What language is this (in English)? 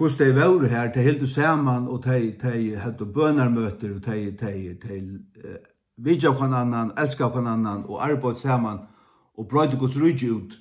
Faroese